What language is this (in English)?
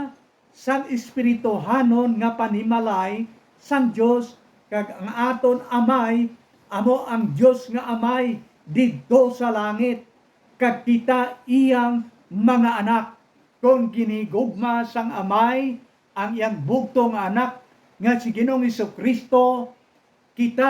Hiligaynon